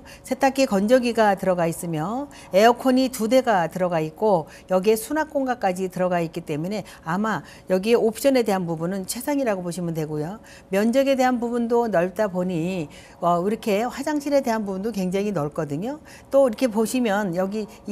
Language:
Korean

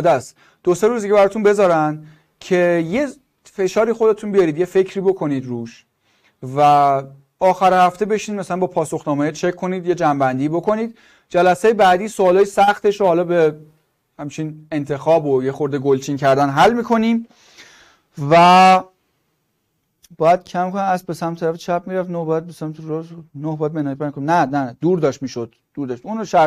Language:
Persian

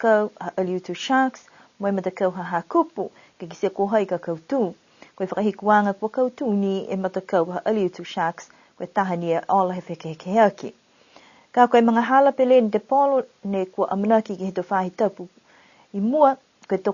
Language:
Niuean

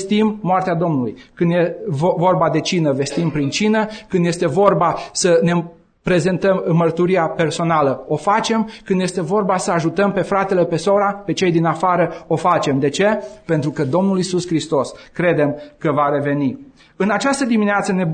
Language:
Romanian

